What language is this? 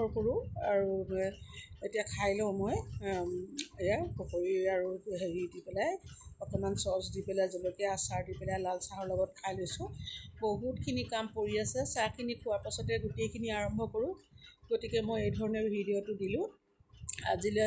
Assamese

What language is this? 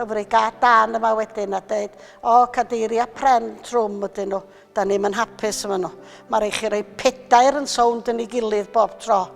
Welsh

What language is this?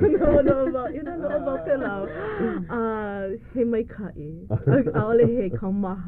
Hawaiian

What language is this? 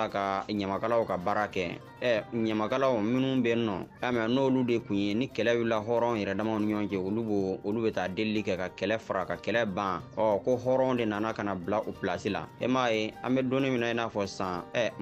Bambara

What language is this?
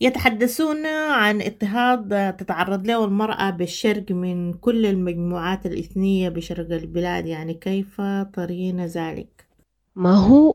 Sudanese Arabic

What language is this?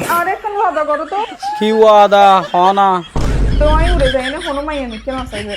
Rohingya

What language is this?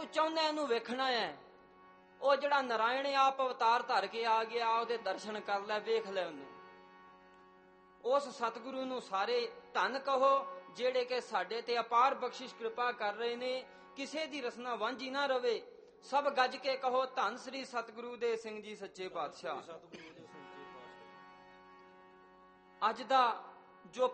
Punjabi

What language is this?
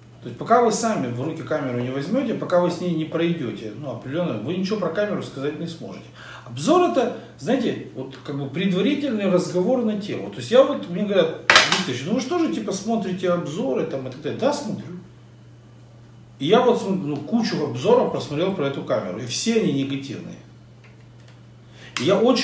Russian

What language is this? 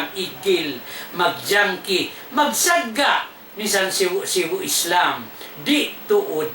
Tausug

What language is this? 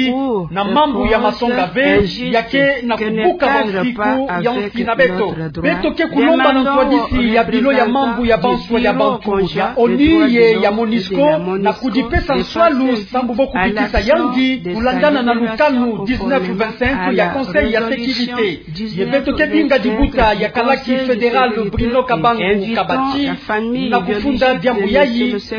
Kituba (Democratic Republic of Congo)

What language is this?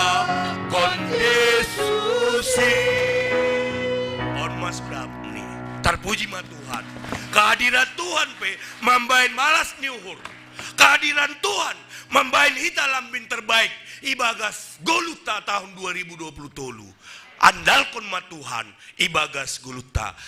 Batak Simalungun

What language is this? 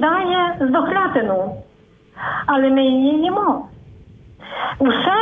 Ukrainian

